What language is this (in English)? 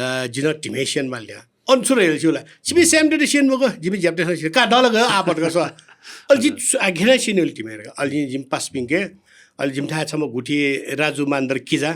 Newari